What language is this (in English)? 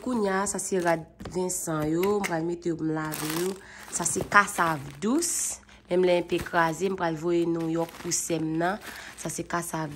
Haitian Creole